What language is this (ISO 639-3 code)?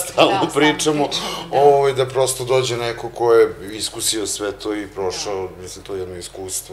srp